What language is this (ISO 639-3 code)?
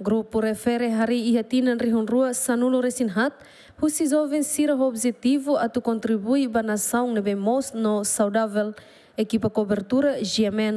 tet